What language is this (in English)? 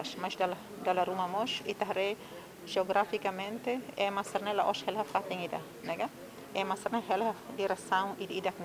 Tetum